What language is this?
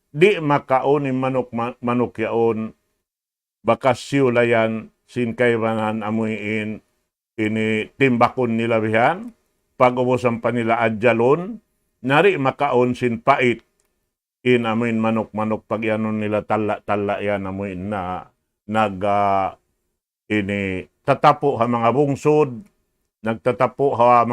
Tausug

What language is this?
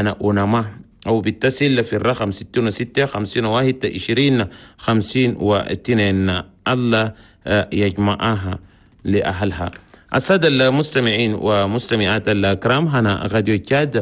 Chadian Arabic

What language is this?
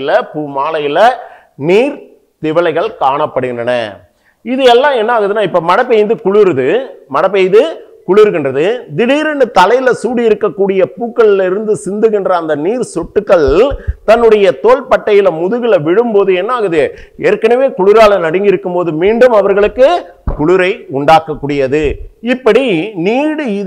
Tamil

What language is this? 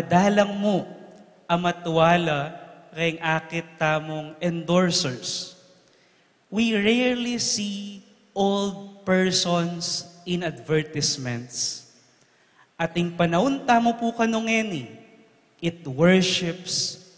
Pampanga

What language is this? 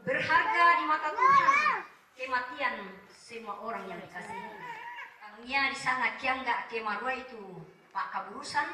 Toraja-Sa'dan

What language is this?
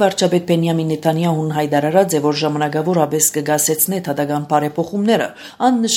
Armenian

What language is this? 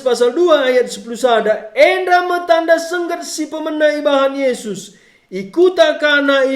Batak Karo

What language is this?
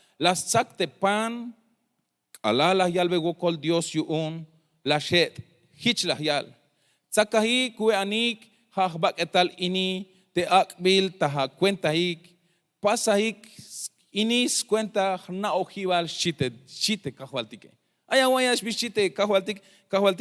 Tzeltal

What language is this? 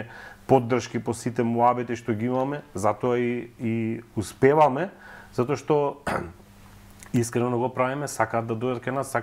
Macedonian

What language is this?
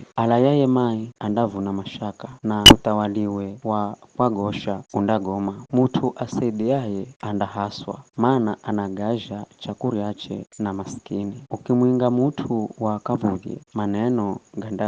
Giryama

